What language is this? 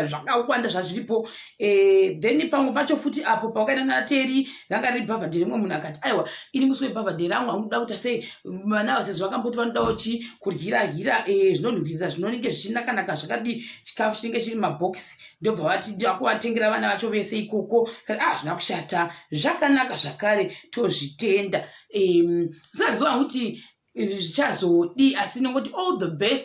Shona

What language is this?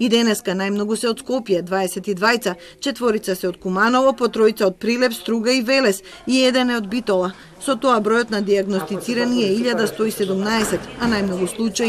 Macedonian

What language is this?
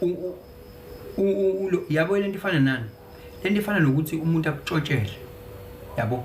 Zulu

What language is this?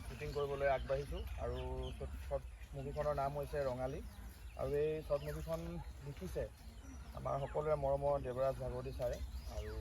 Assamese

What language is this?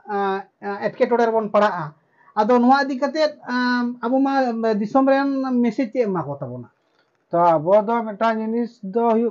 Santali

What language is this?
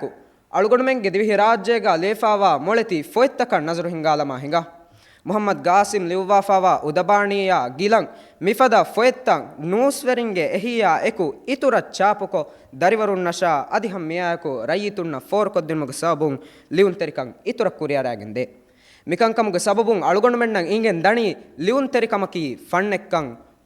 Divehi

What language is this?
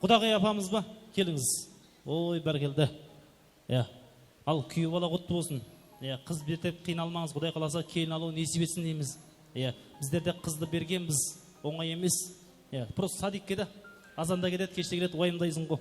Kara-Kalpak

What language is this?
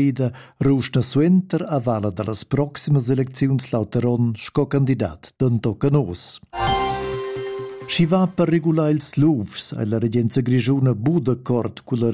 Romansh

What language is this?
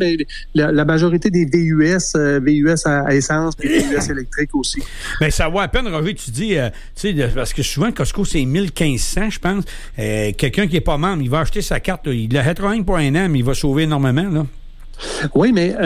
French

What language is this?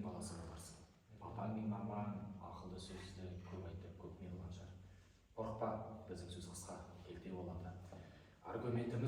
Kazakh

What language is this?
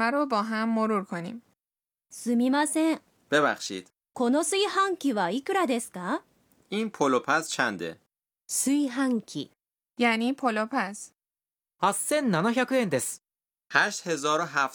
Persian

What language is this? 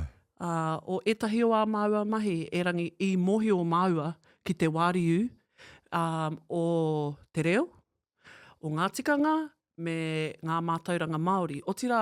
Māori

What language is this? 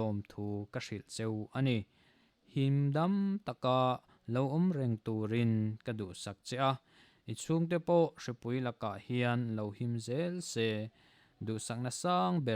Mizo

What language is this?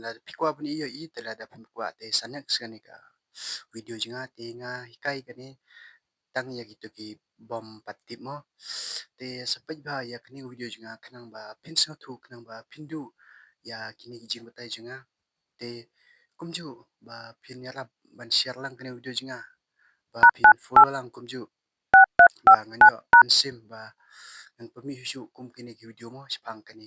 Khasi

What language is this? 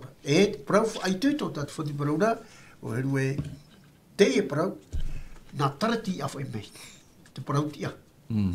Tahitian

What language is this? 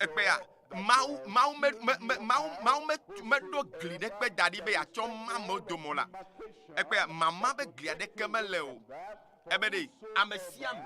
Ewe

